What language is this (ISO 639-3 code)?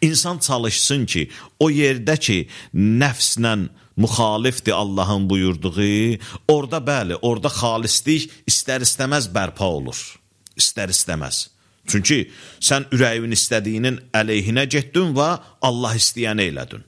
aze